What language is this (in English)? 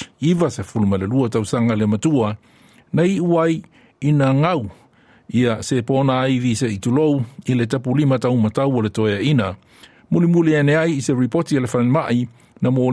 Samoan